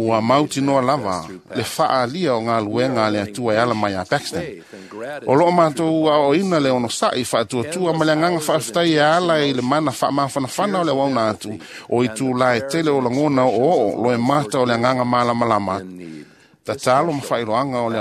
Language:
Samoan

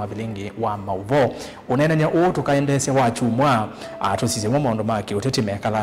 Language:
Kamba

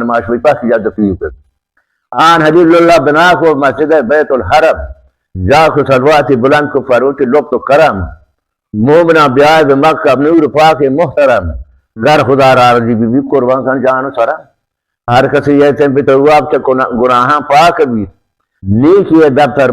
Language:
Baluchi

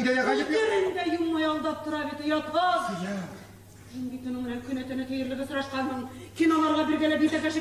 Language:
Bashkir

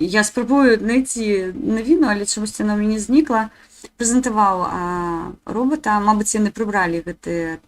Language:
Belarusian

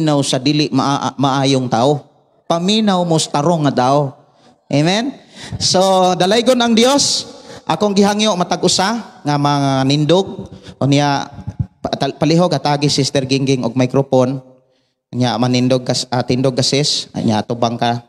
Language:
Cebuano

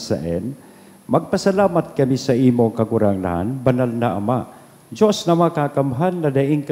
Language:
Bikol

